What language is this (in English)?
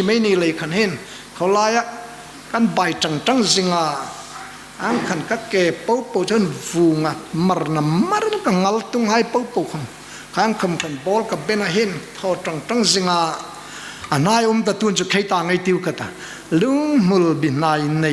Hmar